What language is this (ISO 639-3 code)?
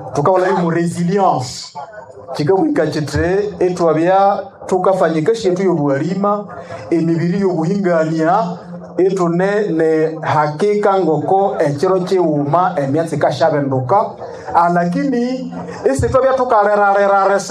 nnb